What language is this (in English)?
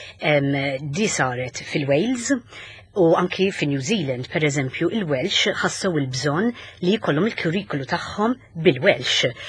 Maltese